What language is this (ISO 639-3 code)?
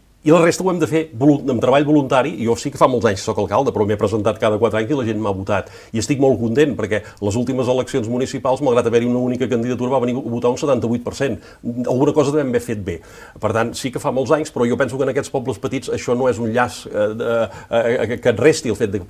cat